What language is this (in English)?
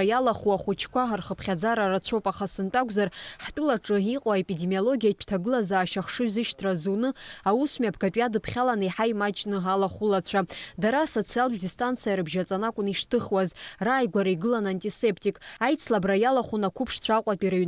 Abkhazian